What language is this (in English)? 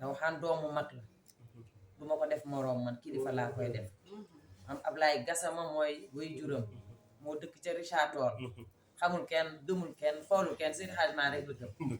Wolof